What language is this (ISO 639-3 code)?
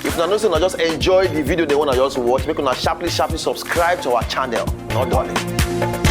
pcm